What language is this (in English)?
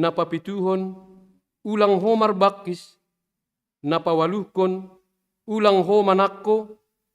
Batak Simalungun